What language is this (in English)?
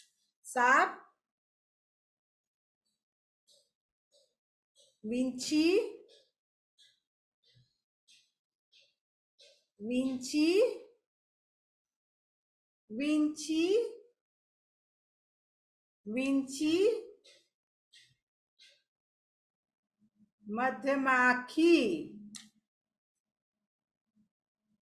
Gujarati